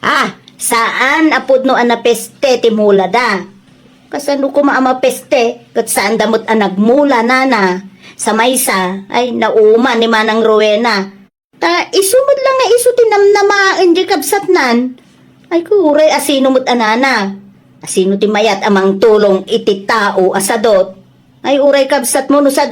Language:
Iloko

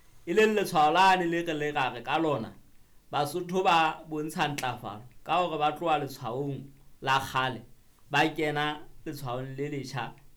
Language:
Southern Sotho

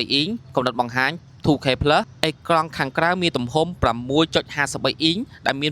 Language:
Khmer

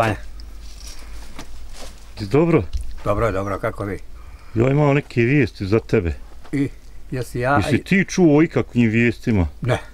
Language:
Croatian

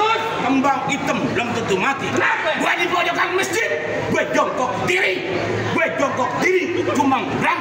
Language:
Betawi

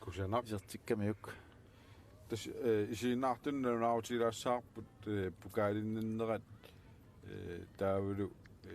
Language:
Kalaallisut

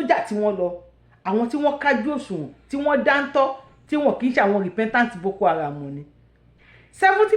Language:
Yoruba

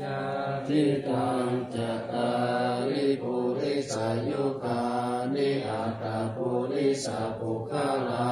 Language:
Pali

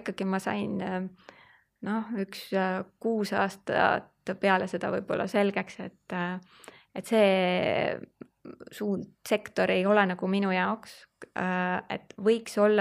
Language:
Estonian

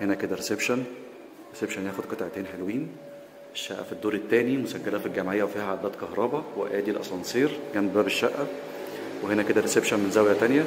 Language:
Egyptian Arabic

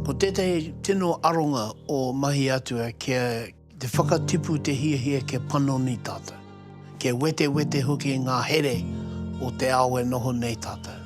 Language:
Māori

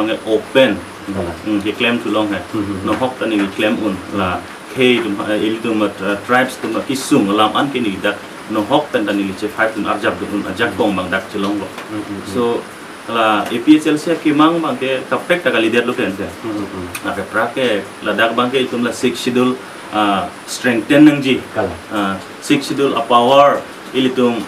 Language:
Karbi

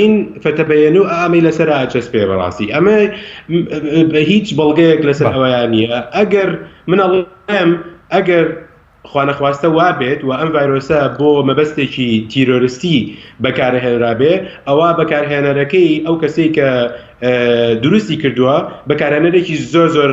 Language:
Central Kurdish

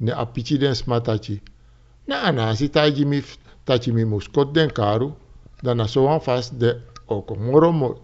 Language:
Sranan Tongo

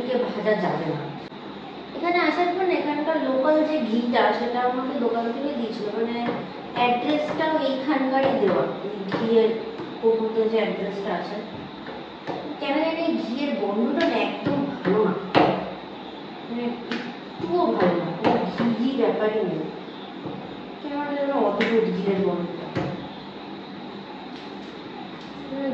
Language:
Bangla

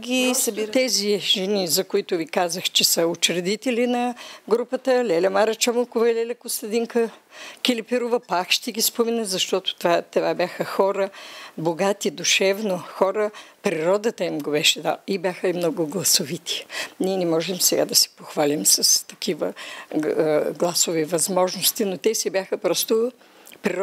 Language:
Bulgarian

